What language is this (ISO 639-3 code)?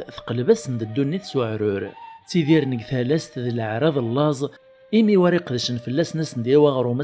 kab